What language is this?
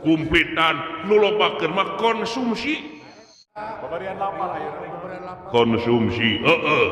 Sundanese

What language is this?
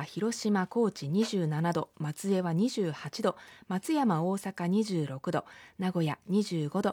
Japanese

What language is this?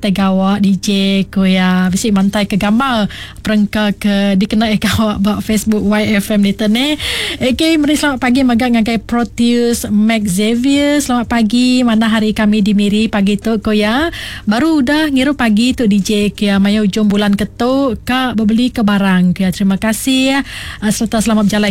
Iban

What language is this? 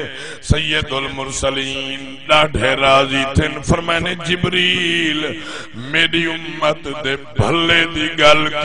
Saraiki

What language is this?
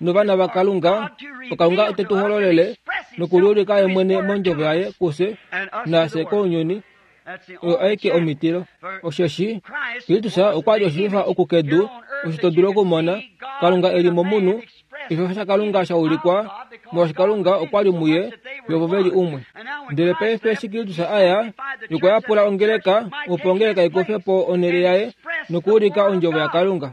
Kuanyama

